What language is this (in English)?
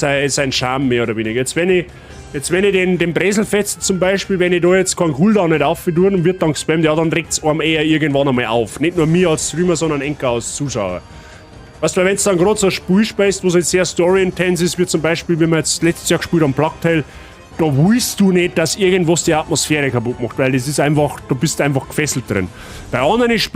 Bavarian